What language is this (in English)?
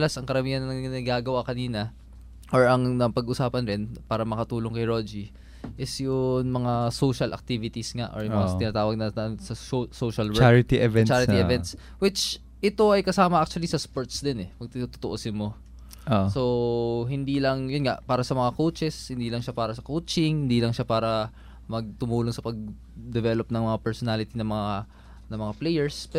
Filipino